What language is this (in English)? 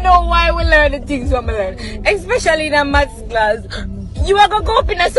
Jamaican Creole English